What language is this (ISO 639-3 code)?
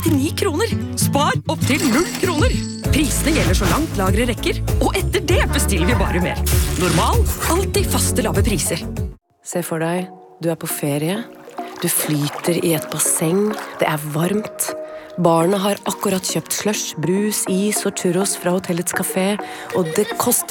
nor